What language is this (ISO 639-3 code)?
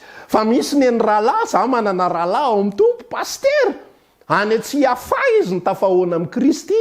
mlg